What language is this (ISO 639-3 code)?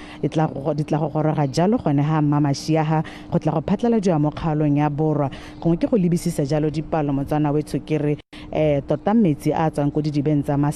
tsn